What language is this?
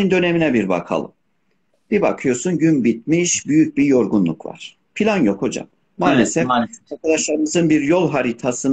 Turkish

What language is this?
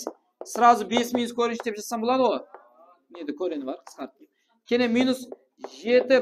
Kara-Kalpak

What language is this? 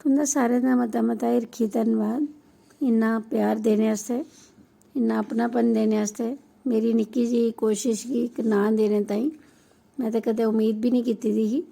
Dogri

